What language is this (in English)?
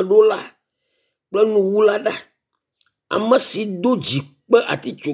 Ewe